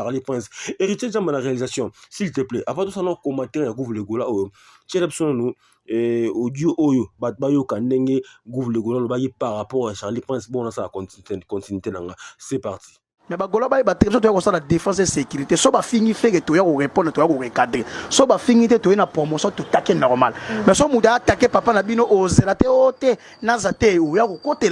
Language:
Lingala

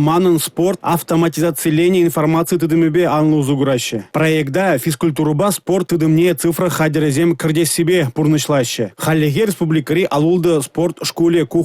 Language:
Chuvash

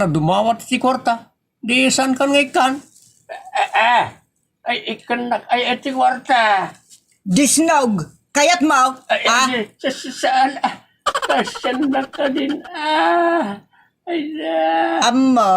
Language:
Iloko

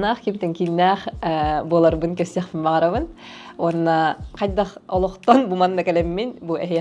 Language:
Yakut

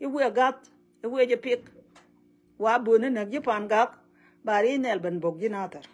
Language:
Nuer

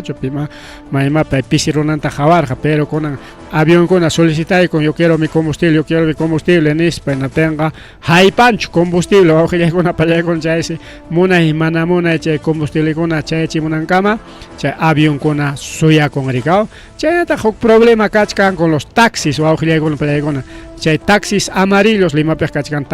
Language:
Ayacucho Quechua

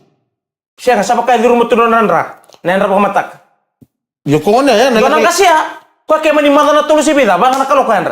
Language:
Fijian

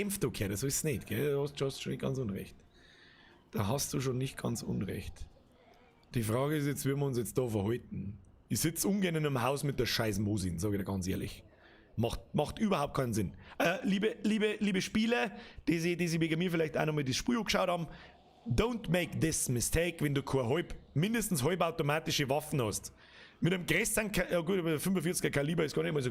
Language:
Bavarian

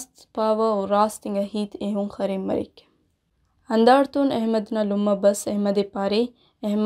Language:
Brahui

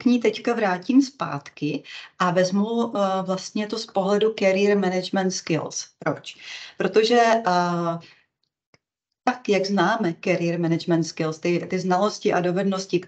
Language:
Czech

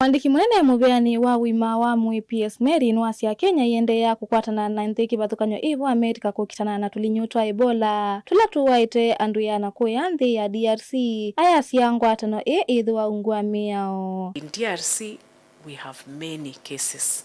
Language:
Kamba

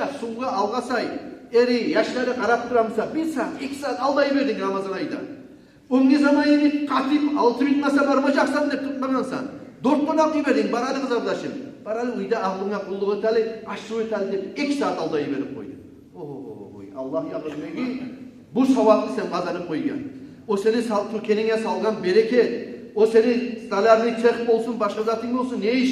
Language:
Kumyk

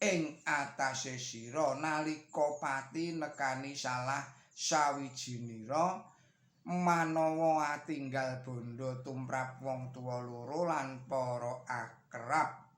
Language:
Javanese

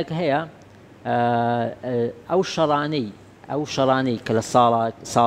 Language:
Central Kurdish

